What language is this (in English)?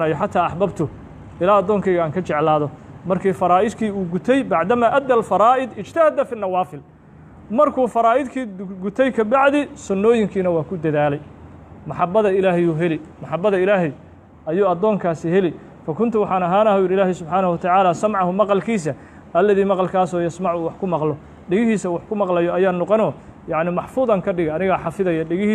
Somali